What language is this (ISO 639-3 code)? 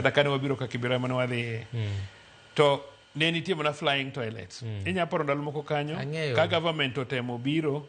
luo